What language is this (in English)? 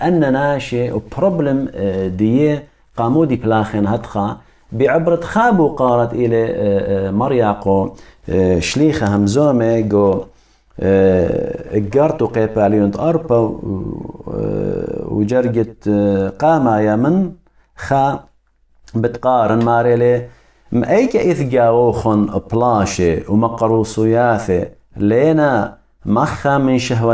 Assyrian Neo-Aramaic